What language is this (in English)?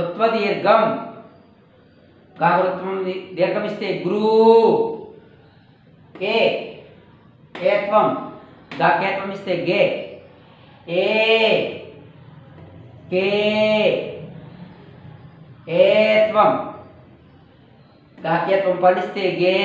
Telugu